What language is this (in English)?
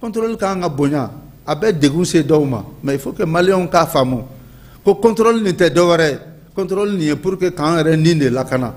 Bambara